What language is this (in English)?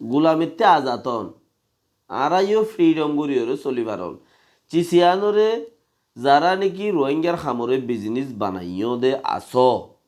Rohingya